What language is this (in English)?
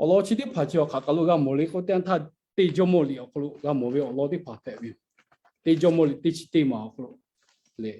Lahu